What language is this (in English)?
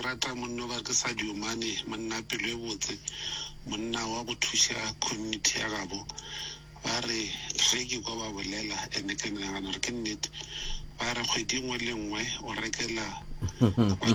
Northern Sotho